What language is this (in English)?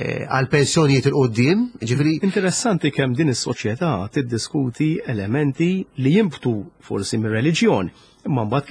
Maltese